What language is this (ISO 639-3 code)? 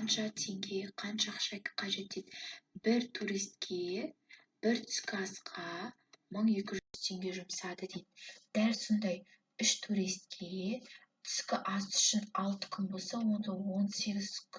kaz